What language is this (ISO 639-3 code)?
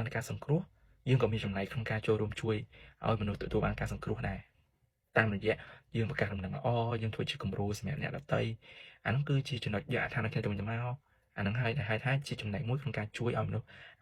khm